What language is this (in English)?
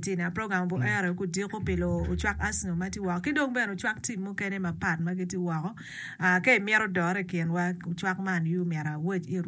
Acoli